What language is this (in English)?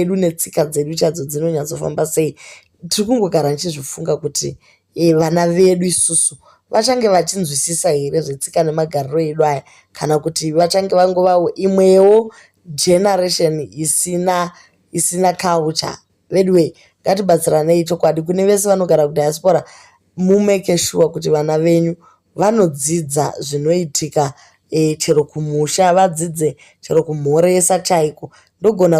Shona